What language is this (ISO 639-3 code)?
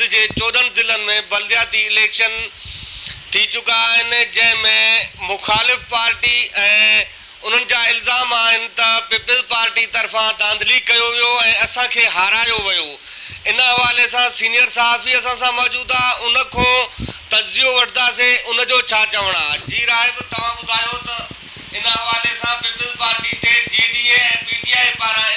snd